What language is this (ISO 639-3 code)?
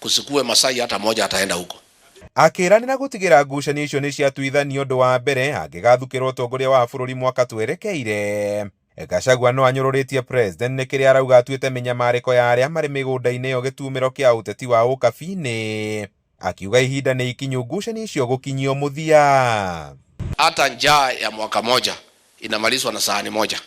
kik